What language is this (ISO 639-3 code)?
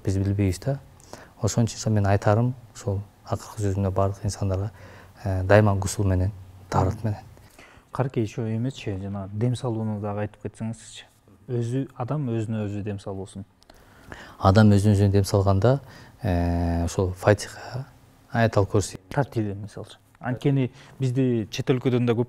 kir